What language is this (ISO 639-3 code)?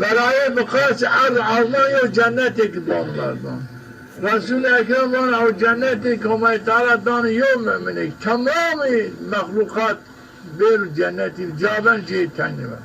zza